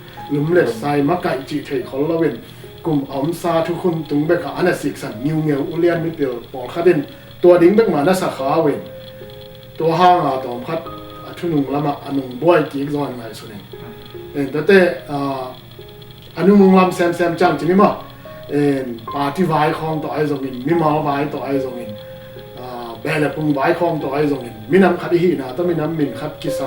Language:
Tedim Chin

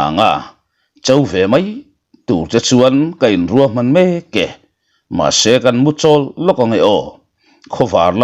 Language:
Mizo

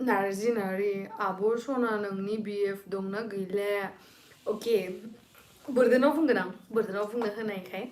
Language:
Bodo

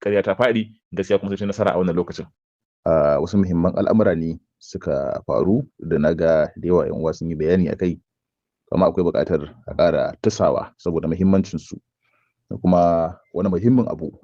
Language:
Hausa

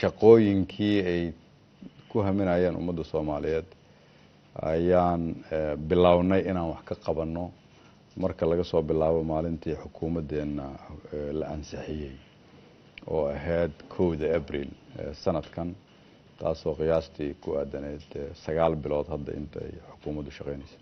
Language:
Somali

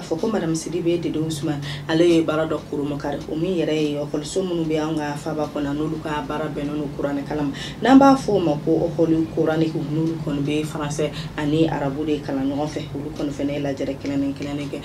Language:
Bambara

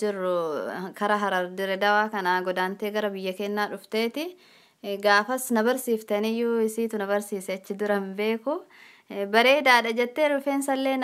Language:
Oromo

